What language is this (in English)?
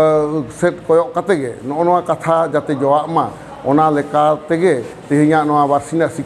Santali